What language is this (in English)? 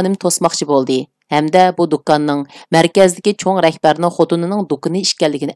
Uyghur